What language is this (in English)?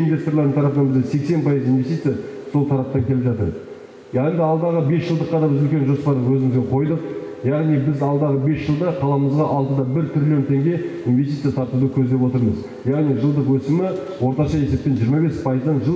Kazakh